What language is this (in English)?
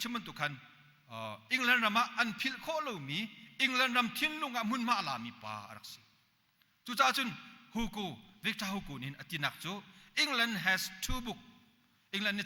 Hakha Chin